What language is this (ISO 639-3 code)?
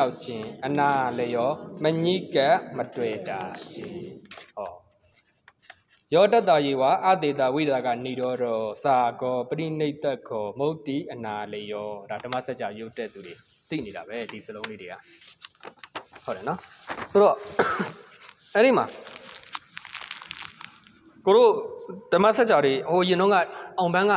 mya